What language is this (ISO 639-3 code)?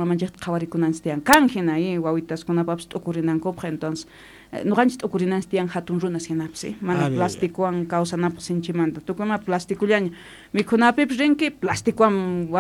que